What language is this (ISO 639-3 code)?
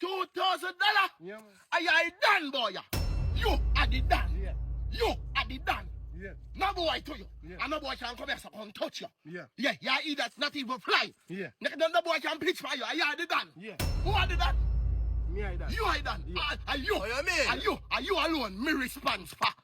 jam